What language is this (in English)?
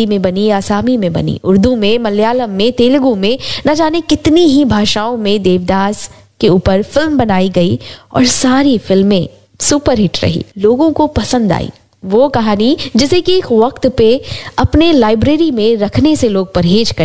Hindi